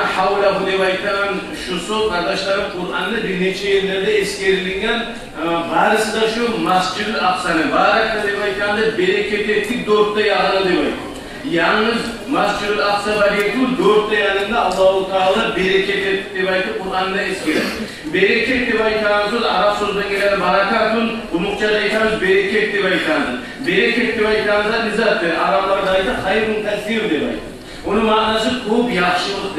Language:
Kumyk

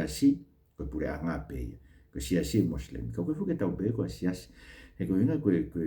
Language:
Tongan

